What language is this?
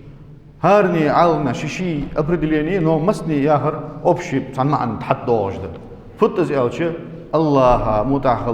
Ingush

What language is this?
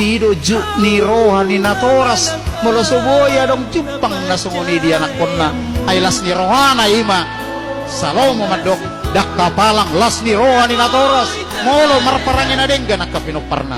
Batak Toba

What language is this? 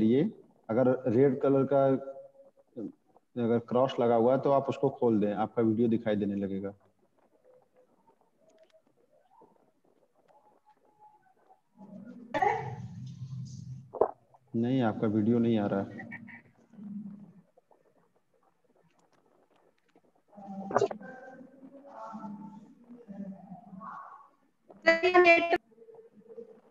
Hindi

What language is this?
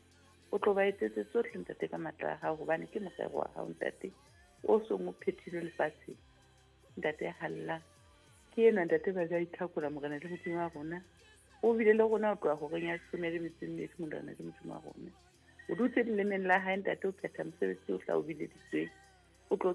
Southern Sotho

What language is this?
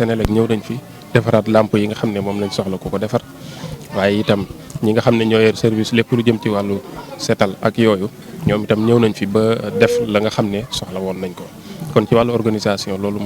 Wolof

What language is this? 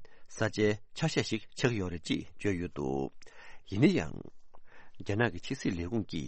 Tibetan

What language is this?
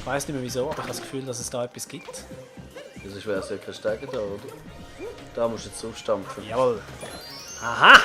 Swiss German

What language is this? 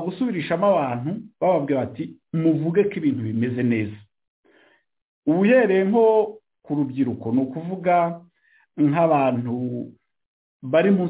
Kinyarwanda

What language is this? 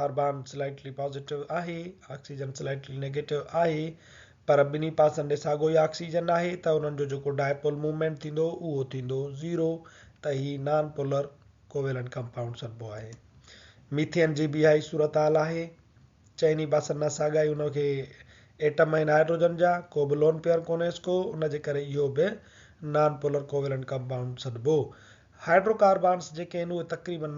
Sindhi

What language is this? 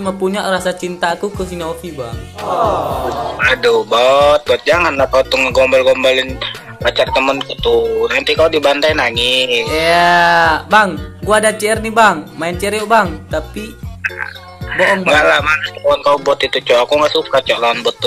Indonesian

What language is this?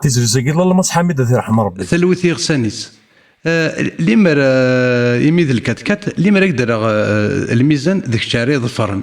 Kabyle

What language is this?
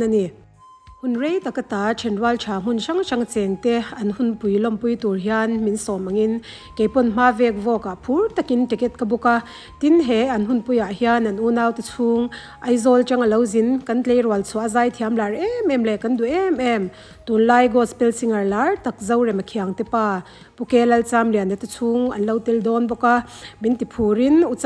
Mizo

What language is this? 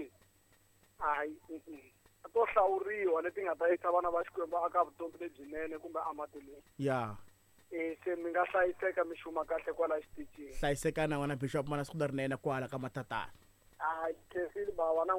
Tsonga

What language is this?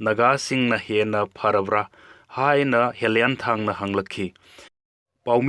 Manipuri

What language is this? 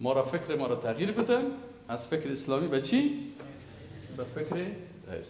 Persian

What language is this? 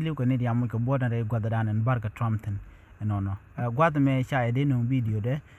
Nuer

